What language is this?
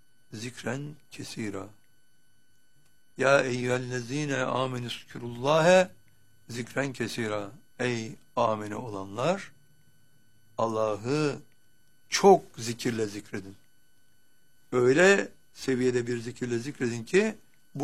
Turkish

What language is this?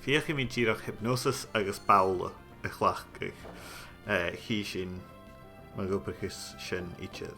Scottish Gaelic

